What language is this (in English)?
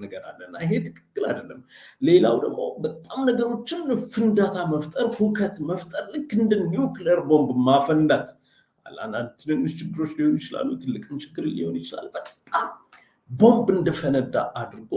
Amharic